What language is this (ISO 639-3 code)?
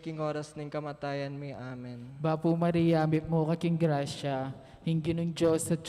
pam